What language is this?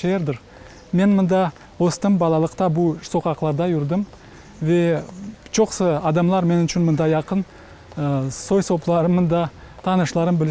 Crimean Tatar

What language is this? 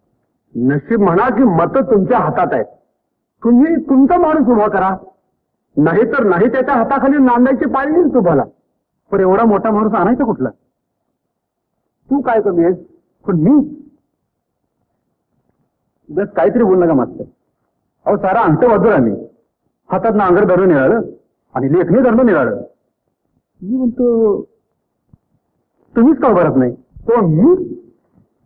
Marathi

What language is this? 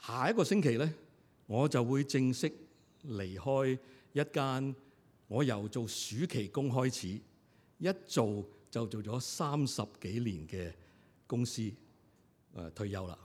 Cantonese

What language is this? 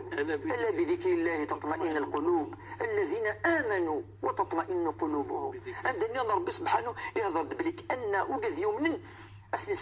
Kabyle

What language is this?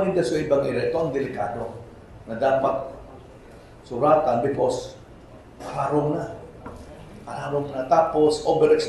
Bikol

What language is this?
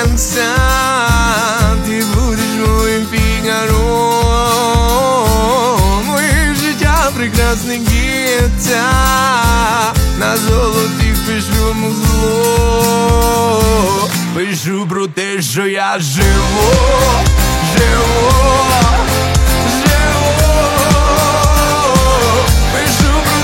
Ukrainian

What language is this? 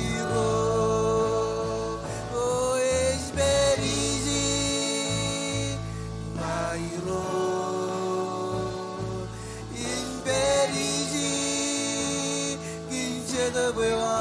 Marshallese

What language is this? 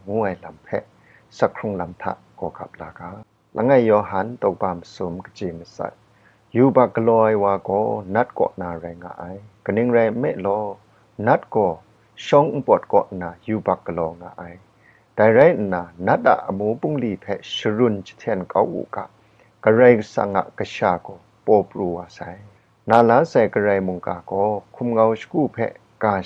Kachin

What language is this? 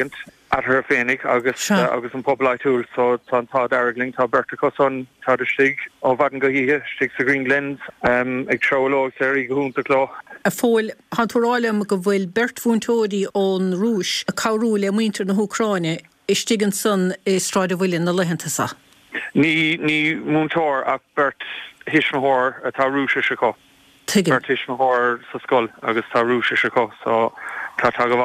Irish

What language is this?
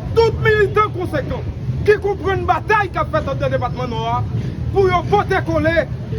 Haitian Creole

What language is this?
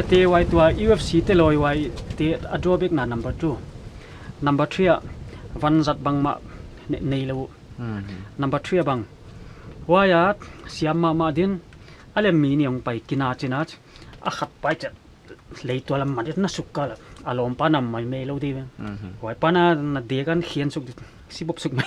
Paite Chin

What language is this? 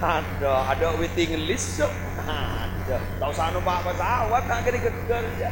Madurese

